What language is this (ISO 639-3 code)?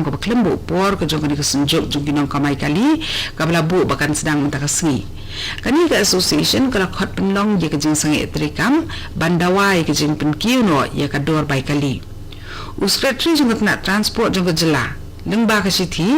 kha